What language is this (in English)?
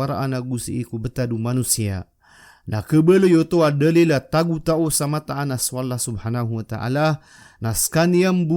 Maranao